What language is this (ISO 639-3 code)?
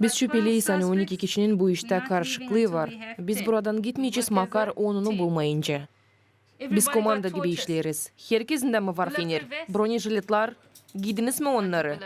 gag